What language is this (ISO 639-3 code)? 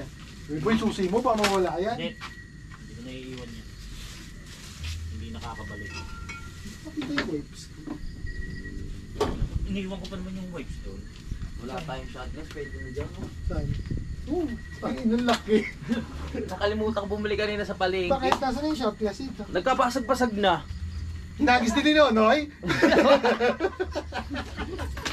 fil